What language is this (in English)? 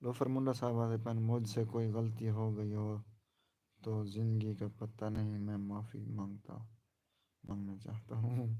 Saraiki